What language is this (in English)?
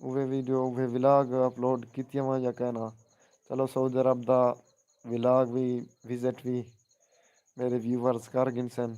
Saraiki